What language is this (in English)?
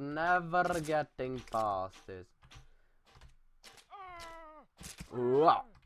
Norwegian